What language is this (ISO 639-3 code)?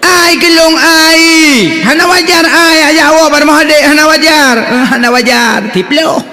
ace